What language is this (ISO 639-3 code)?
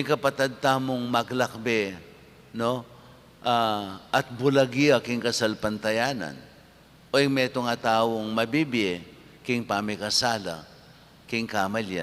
pam